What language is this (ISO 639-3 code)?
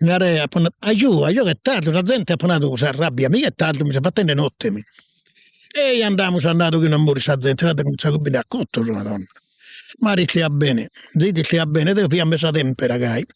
srd